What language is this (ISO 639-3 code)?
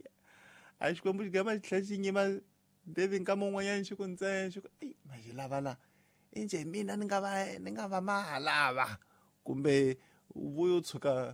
tso